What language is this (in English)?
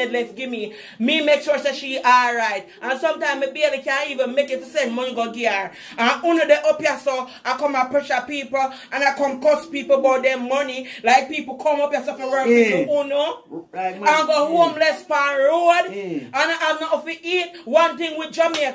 Jamaican Creole English